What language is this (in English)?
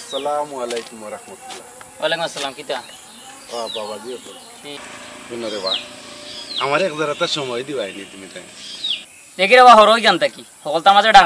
Sylheti